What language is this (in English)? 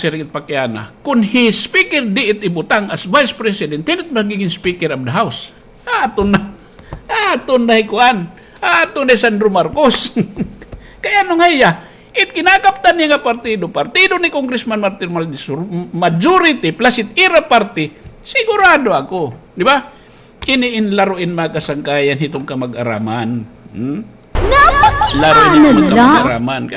Waray